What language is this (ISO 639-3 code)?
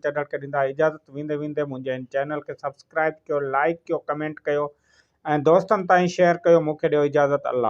snd